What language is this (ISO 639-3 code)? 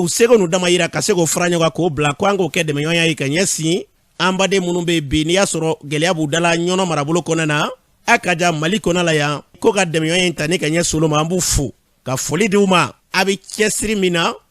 bam